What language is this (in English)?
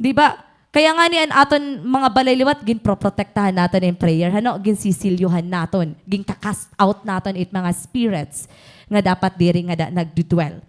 Waray